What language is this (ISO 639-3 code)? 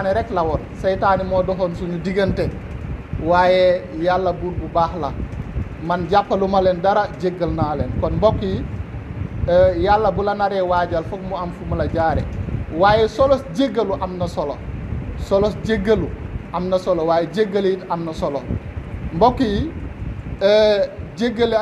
wol